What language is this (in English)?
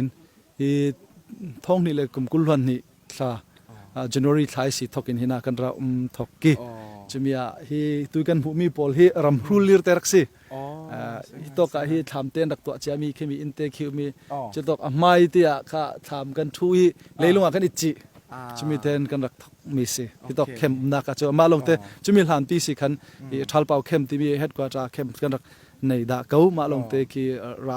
Falam Chin